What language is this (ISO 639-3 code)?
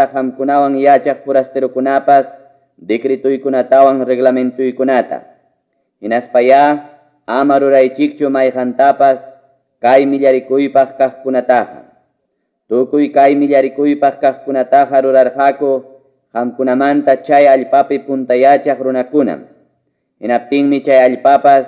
que